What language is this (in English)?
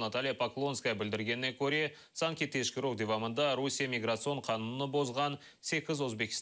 Crimean Tatar